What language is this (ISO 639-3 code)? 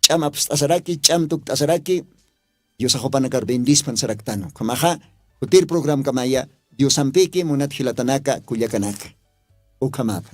aym